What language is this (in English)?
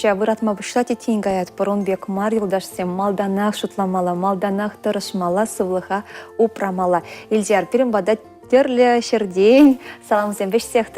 Chuvash